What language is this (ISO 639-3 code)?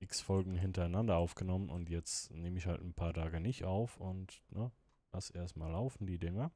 gsw